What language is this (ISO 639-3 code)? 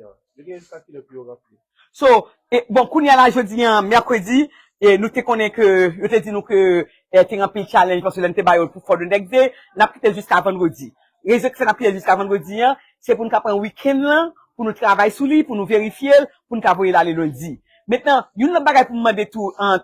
hat